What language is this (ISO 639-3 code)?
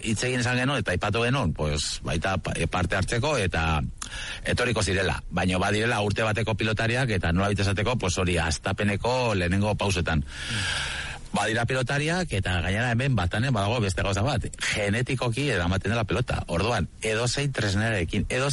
eus